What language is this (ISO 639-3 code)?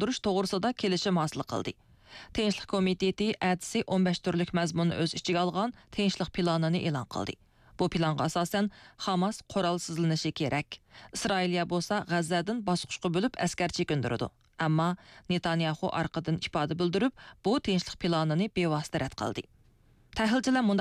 uig